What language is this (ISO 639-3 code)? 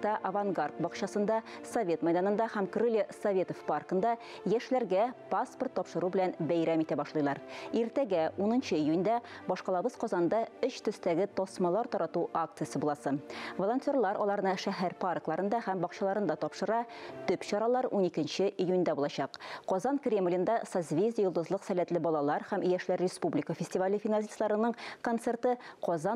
tat